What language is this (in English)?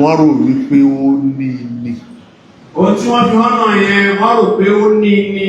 Yoruba